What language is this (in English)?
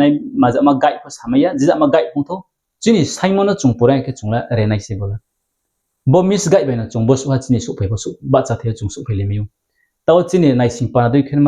Riang (India)